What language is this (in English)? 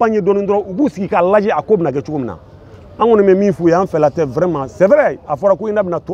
Bambara